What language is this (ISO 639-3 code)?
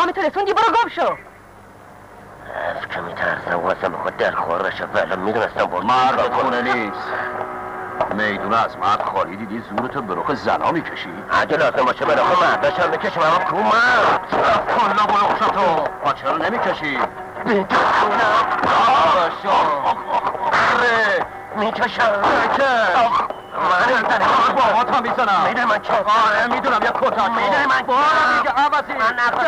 fas